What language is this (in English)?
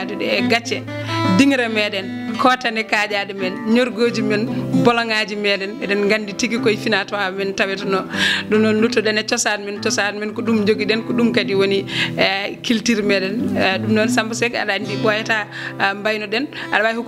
Fula